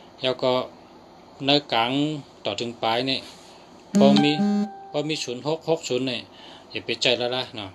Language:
Shan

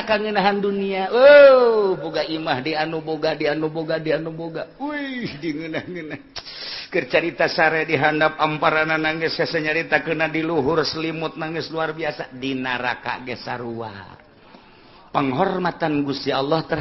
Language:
Sundanese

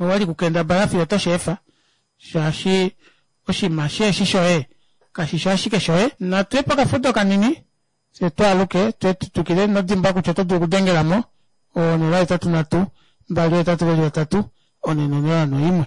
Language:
Kuanyama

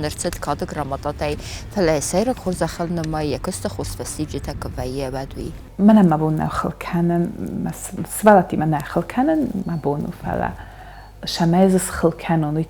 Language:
Ossetic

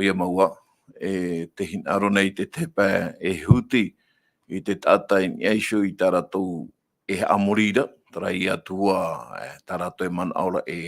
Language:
Tahitian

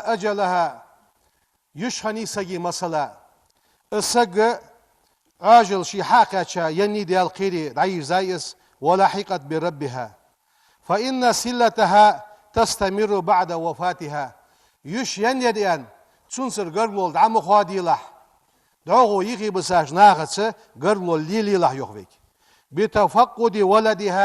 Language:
Ingush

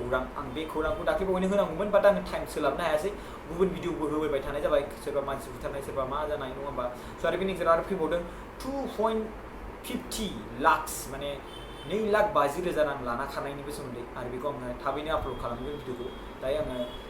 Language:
Bodo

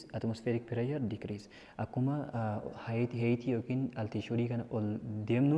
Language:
Oromo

